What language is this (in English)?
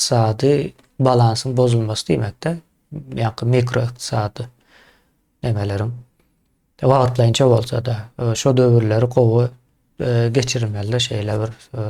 Turkmen